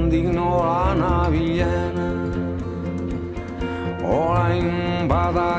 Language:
Basque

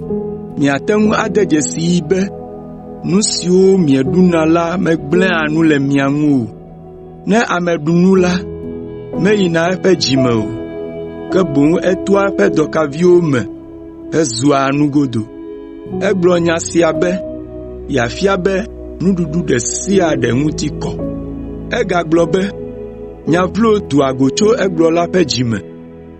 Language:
Ewe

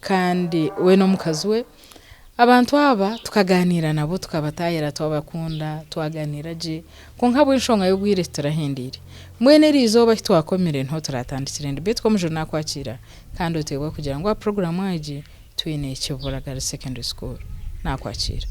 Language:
Nyankole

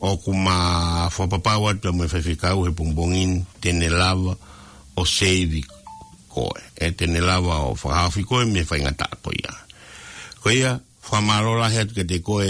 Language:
Tongan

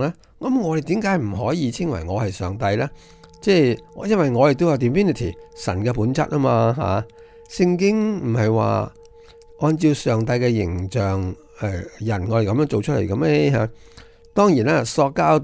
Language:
Cantonese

